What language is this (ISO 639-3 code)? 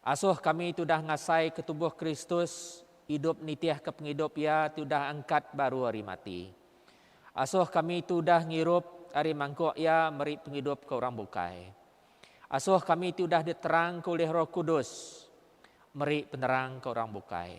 iba